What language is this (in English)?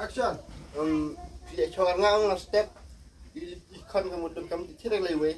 Khasi